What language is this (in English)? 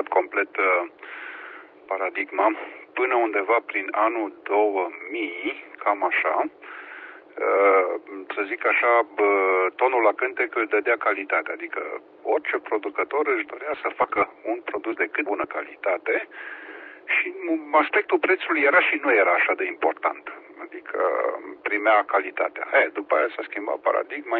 Romanian